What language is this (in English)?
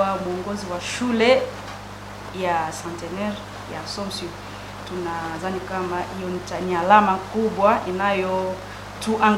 Swahili